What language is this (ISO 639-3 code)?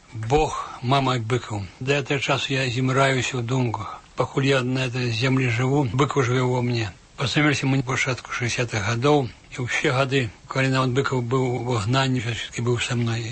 bel